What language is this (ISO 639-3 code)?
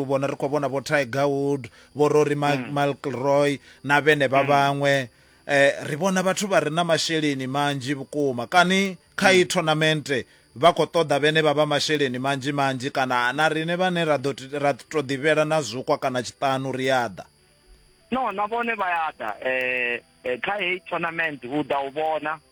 ven